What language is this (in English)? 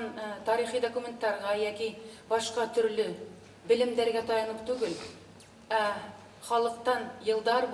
Bashkir